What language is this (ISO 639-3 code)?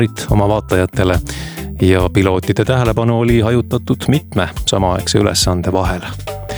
est